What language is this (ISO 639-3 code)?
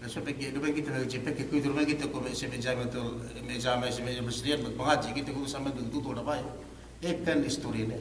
yka